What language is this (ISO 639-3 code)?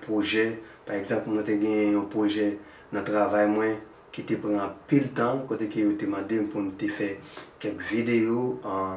hat